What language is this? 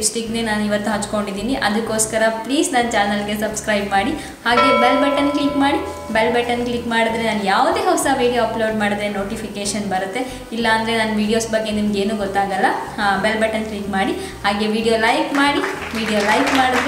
Kannada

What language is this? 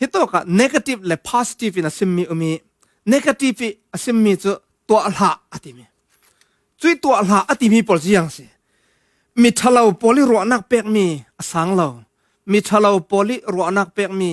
Falam Chin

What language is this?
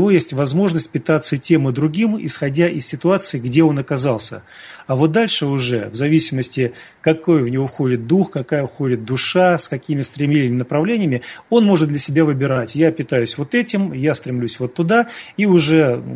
Russian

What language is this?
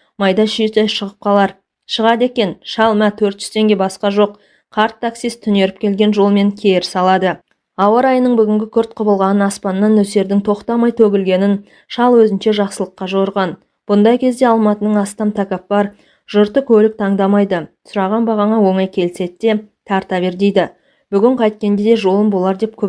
Kazakh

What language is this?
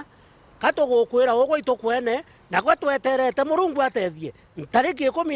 Meru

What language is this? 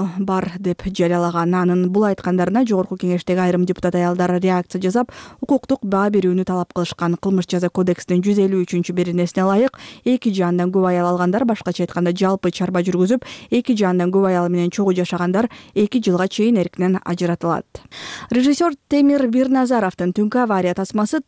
Kyrgyz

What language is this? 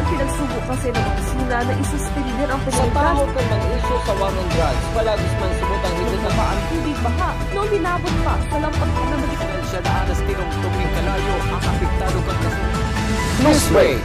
Bikol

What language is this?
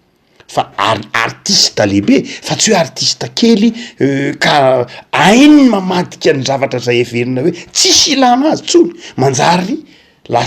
Malagasy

